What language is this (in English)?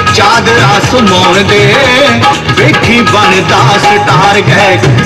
Punjabi